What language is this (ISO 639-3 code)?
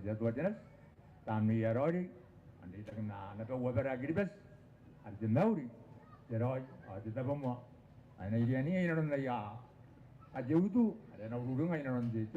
gil